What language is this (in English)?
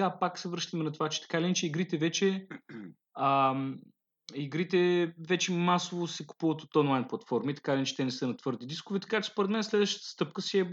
Bulgarian